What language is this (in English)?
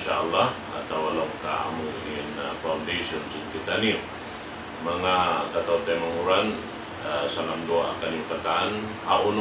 Tausug